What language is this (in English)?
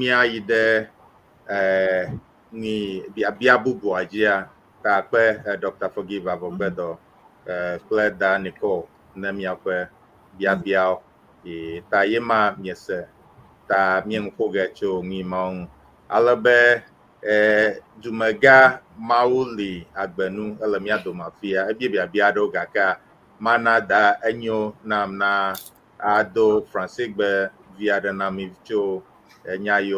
Ewe